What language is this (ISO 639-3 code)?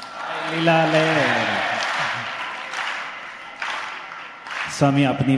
guj